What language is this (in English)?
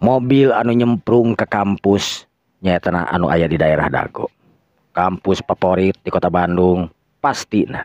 Sundanese